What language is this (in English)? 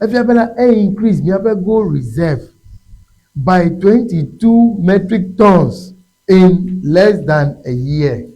Ewe